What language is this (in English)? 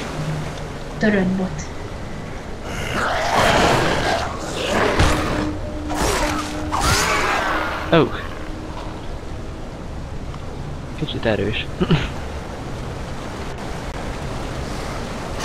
Hungarian